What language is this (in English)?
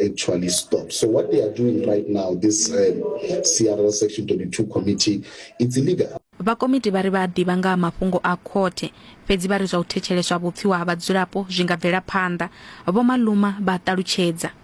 Venda